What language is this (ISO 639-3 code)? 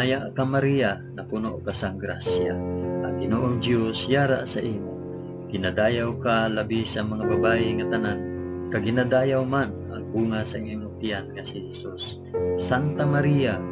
hil